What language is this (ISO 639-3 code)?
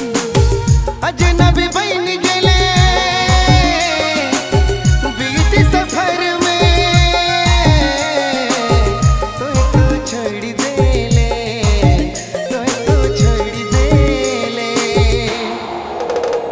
bho